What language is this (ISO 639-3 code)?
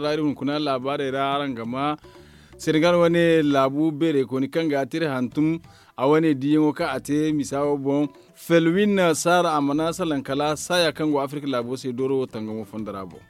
dje